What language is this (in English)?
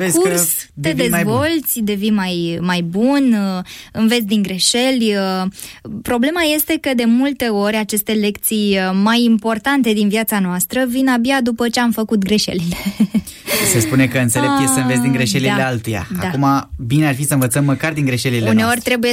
Romanian